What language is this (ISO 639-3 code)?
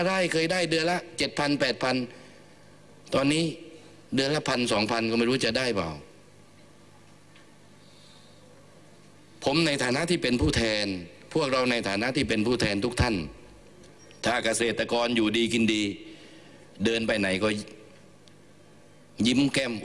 tha